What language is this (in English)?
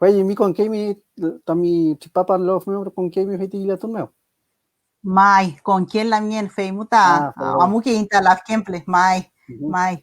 Mapuche